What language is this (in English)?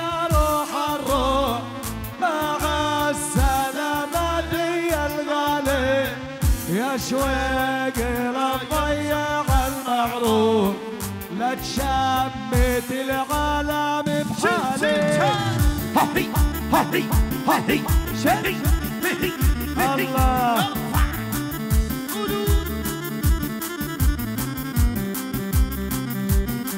South Levantine Arabic